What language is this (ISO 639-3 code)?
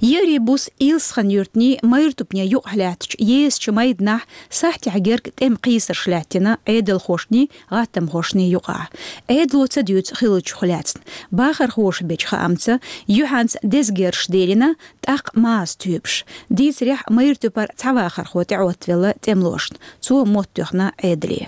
che